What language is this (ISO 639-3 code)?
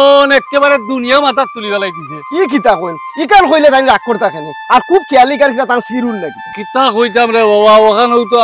syl